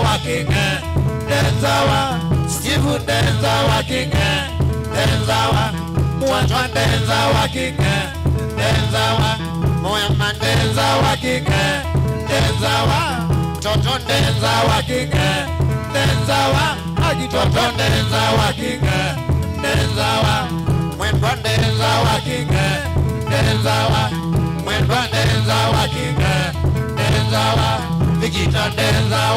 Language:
Kamba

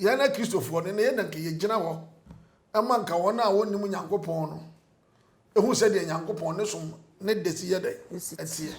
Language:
Akan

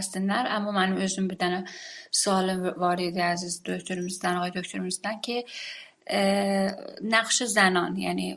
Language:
South Azerbaijani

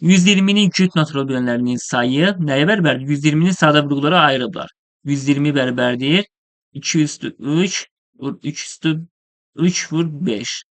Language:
Azerbaijani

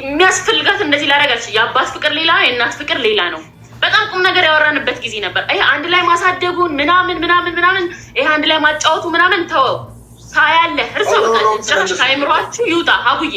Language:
Amharic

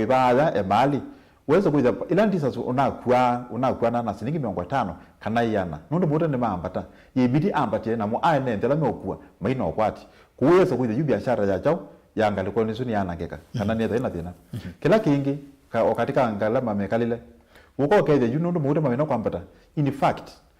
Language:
Kamba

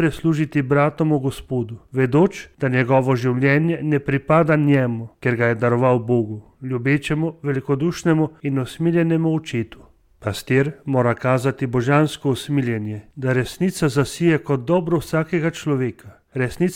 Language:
Slovenian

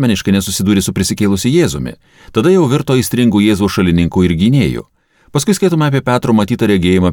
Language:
Lithuanian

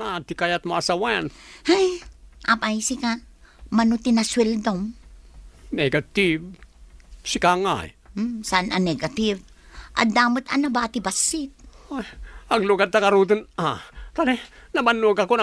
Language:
Iloko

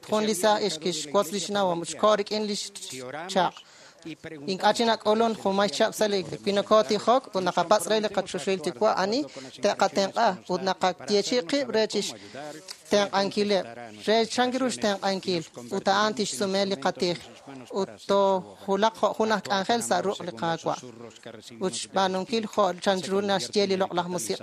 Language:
Kekchí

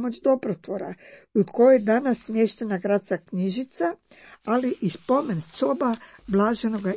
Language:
Croatian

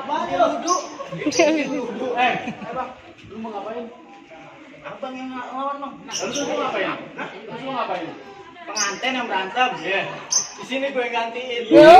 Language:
Betawi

